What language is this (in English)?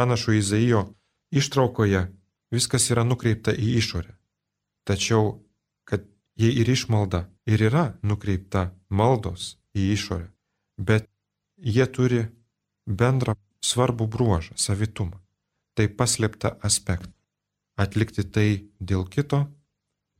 Lithuanian